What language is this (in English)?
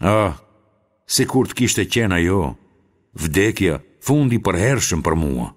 Albanian